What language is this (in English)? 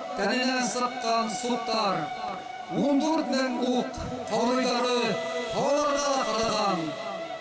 Bashkir